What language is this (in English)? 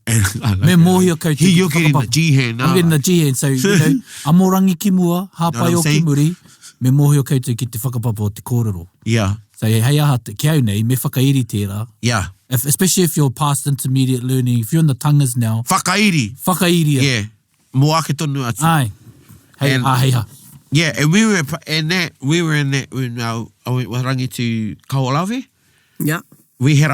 Māori